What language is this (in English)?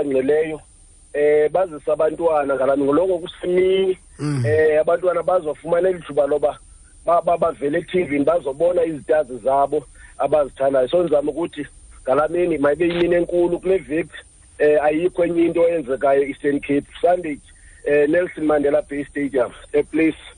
Xhosa